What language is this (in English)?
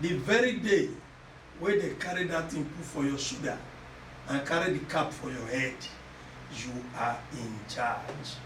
Nigerian Pidgin